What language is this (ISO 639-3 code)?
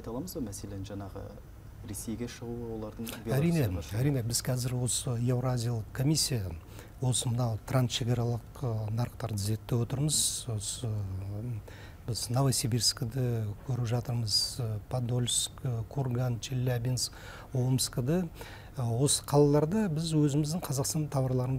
kaz